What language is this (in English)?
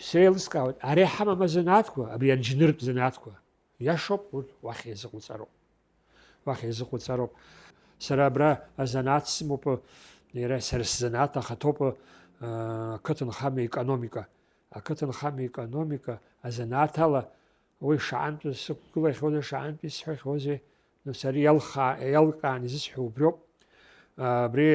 Abkhazian